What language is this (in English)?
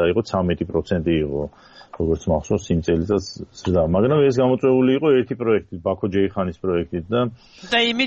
Georgian